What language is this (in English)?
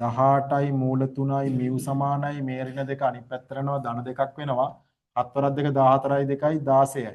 Sinhala